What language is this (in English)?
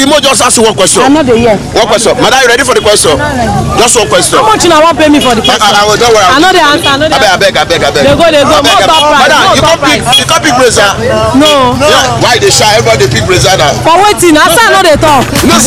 Nigerian Pidgin